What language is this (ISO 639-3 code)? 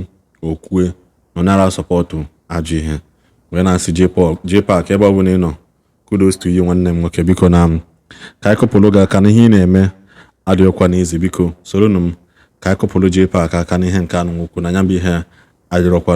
ibo